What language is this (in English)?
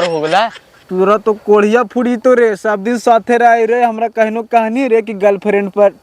Magahi